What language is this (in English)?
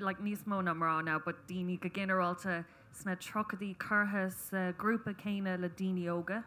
Irish